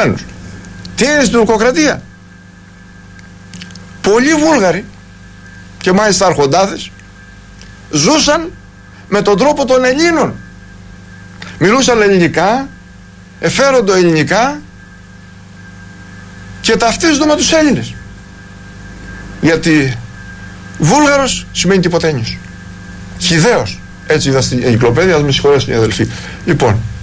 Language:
Greek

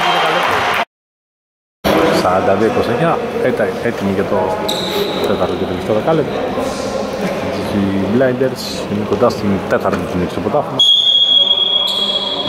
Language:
Greek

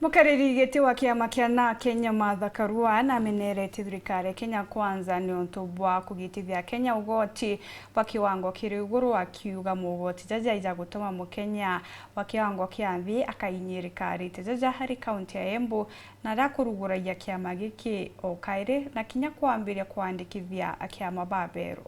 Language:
Meru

